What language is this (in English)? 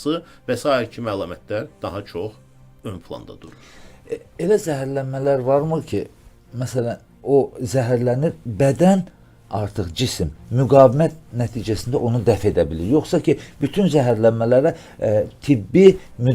Azerbaijani